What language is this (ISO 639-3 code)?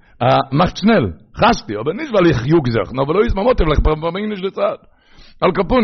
yid